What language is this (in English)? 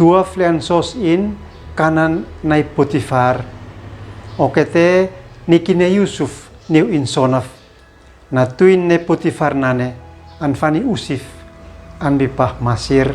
Uab Meto